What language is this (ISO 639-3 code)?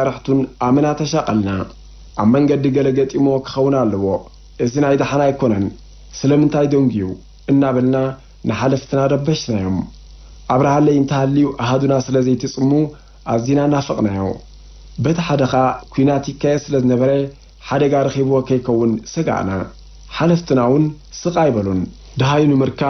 tir